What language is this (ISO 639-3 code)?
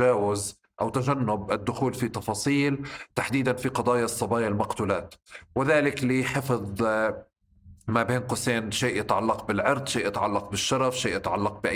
apc